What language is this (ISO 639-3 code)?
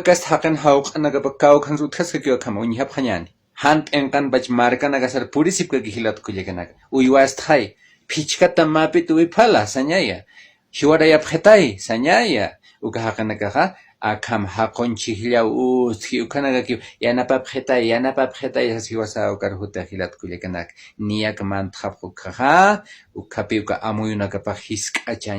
aym